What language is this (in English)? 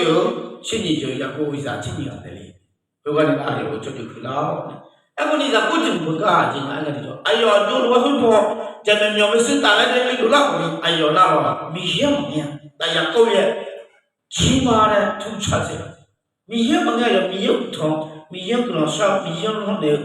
Akha